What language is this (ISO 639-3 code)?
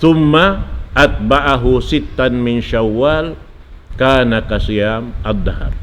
tsg